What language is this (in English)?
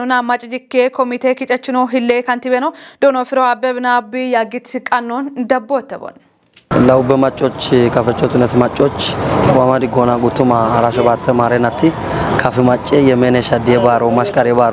Kafa